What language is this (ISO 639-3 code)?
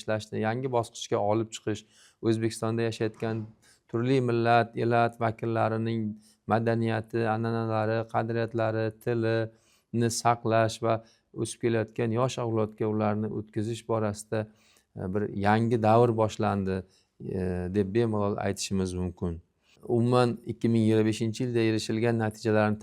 uzb